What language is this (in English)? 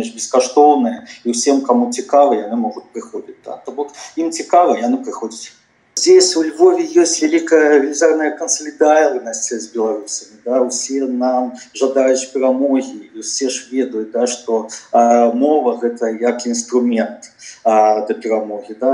Belarusian